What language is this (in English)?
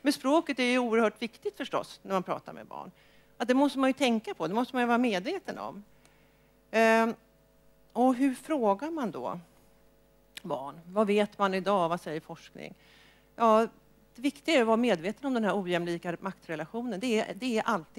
Swedish